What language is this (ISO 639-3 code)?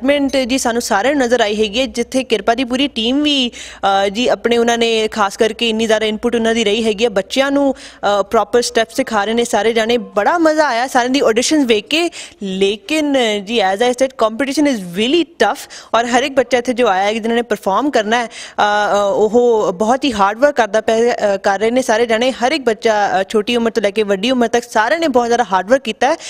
pan